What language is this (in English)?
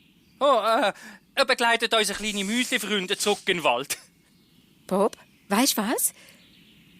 Swiss German